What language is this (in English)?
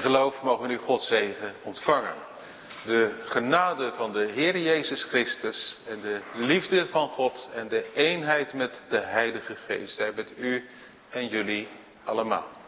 Dutch